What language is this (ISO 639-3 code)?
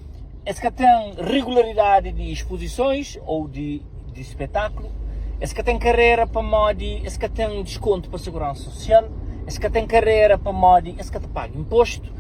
kea